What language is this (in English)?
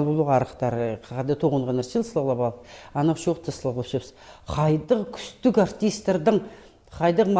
Khakas